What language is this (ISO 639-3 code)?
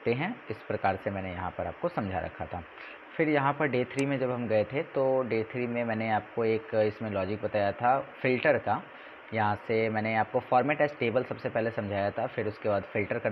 hin